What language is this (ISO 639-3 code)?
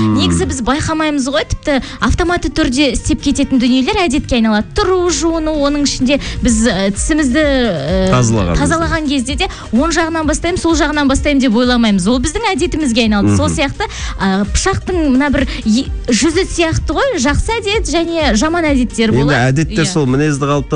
kaz